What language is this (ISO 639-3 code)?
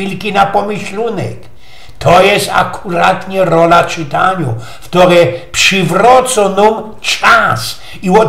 szl